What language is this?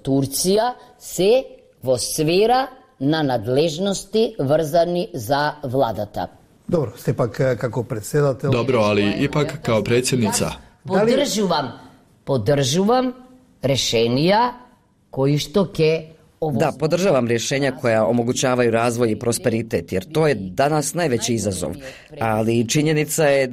Bosnian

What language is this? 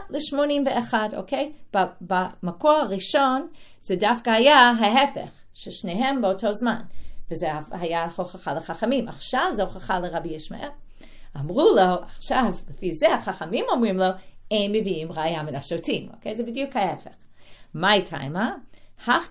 Hebrew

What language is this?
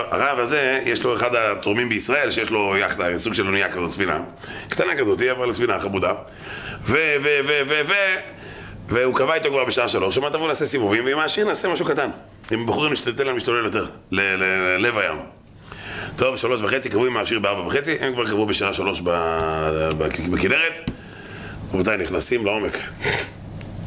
Hebrew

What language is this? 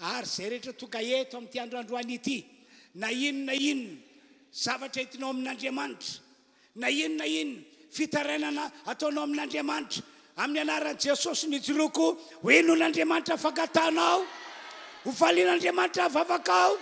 Malagasy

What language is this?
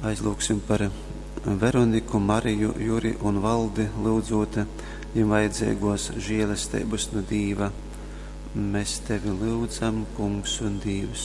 Latgalian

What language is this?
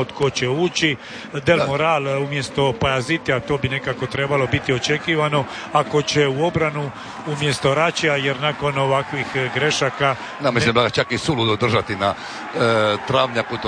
Croatian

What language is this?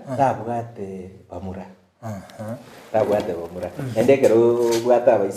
Gusii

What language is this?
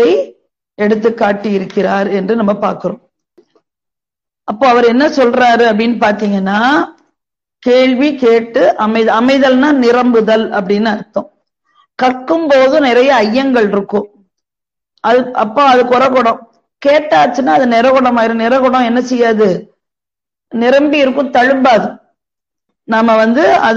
Tamil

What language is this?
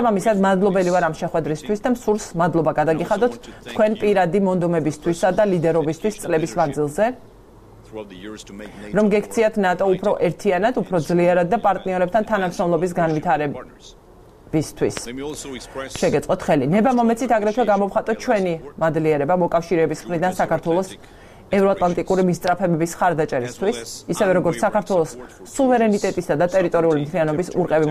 Georgian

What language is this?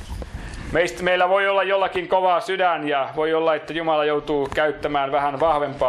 Finnish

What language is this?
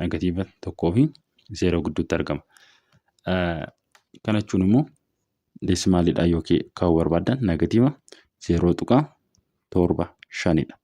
Oromo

